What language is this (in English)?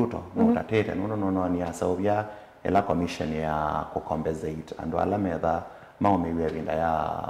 Kamba